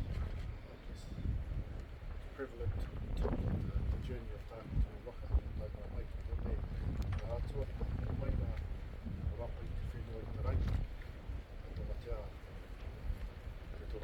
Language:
Māori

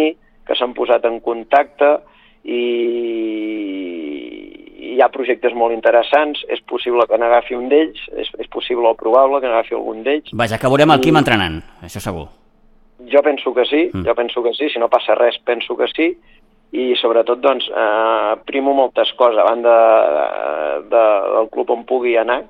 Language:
Catalan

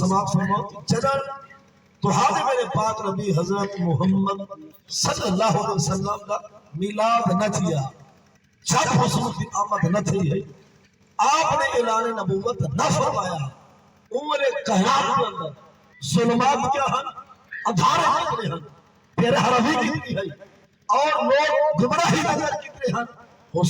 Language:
Saraiki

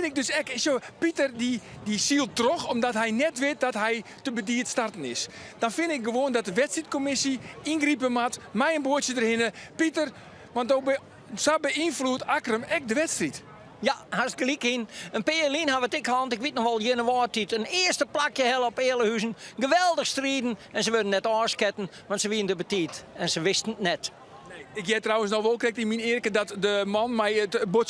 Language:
Western Frisian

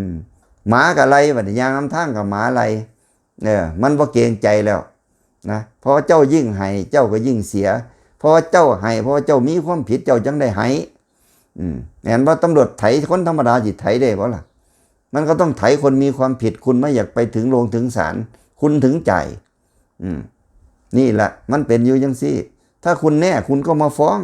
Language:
Northeastern Thai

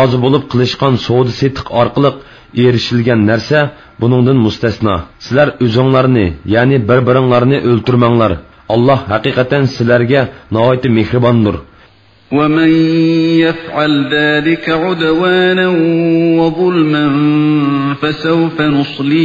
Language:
Uyghur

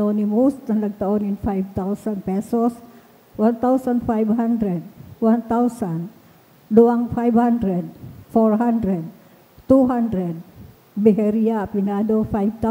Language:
Bikol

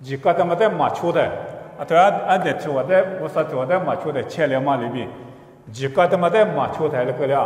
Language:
Lisu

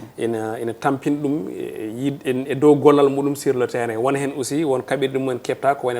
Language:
Fula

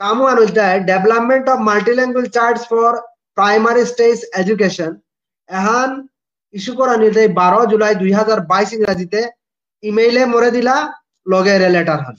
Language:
Bishnupriya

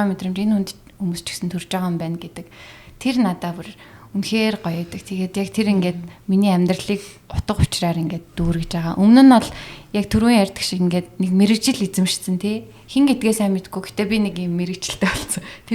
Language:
Mongolian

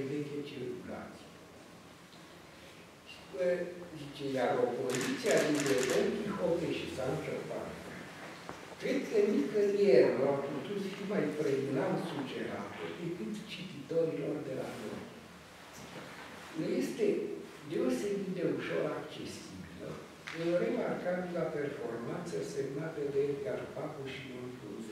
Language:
Romanian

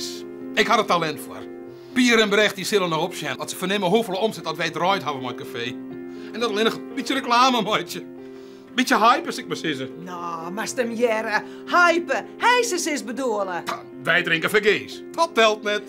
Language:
Western Frisian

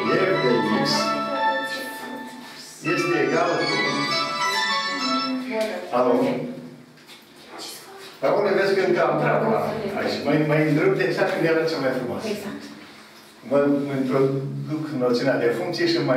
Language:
Romanian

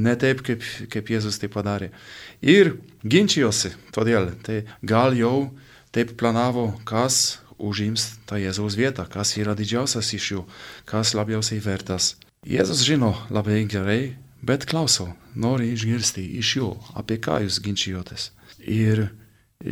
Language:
Lithuanian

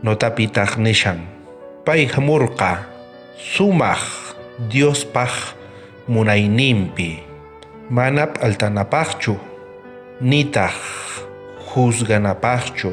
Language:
South Bolivian Quechua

